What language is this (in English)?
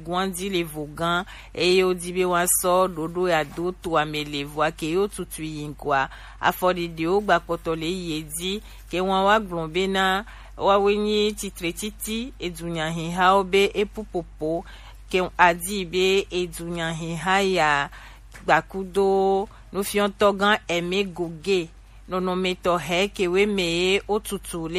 Gen